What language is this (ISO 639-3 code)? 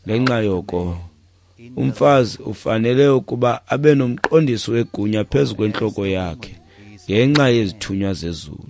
xho